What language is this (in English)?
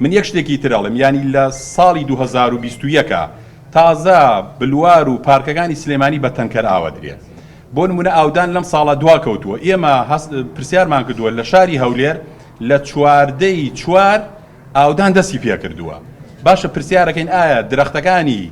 Central Kurdish